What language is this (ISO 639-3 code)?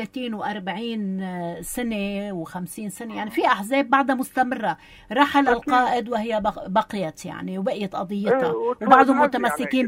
apc